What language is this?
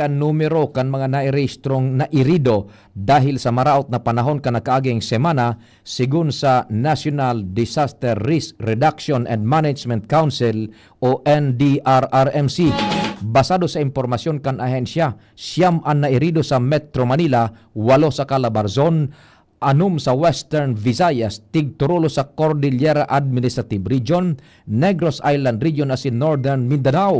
Bikol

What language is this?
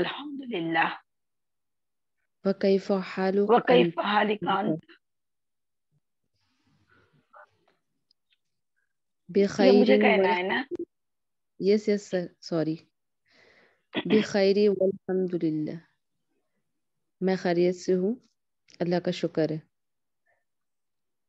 Urdu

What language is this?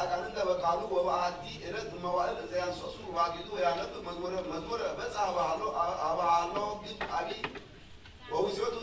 Geez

